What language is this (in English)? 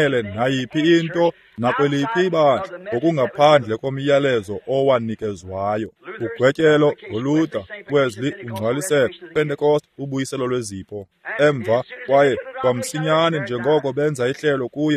Xhosa